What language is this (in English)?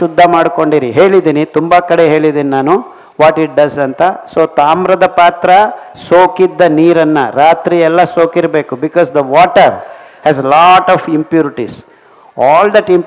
Kannada